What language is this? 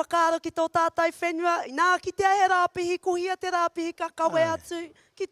Māori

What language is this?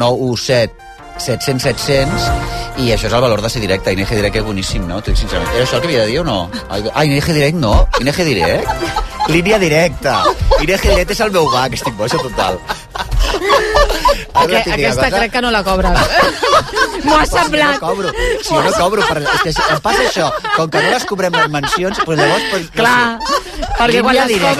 Catalan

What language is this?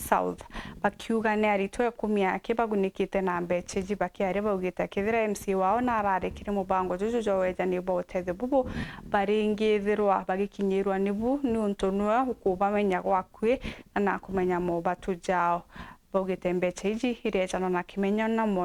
Meru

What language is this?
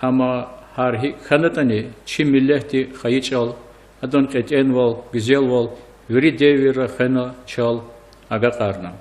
Lezghian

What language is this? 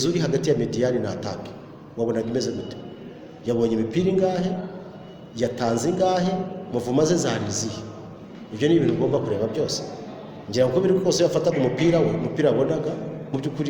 Kinyarwanda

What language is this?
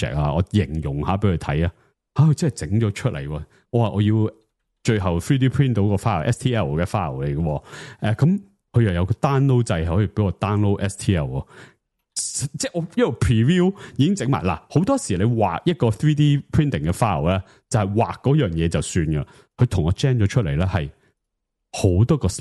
Cantonese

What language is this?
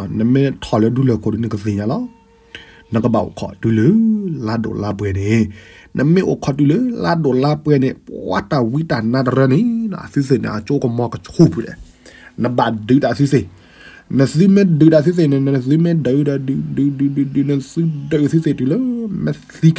S'gaw Karen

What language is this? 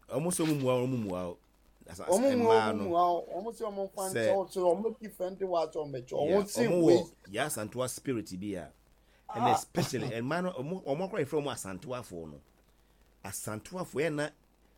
Akan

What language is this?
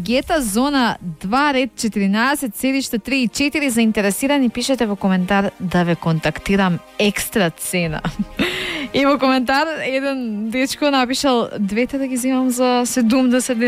Macedonian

